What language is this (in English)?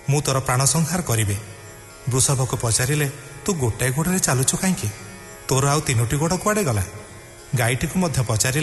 Odia